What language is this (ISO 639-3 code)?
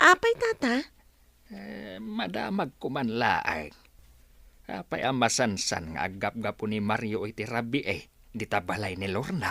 ilo